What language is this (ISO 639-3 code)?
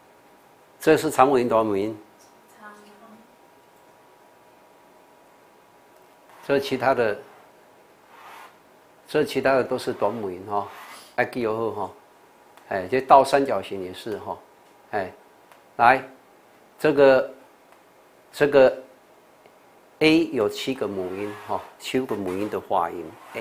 zho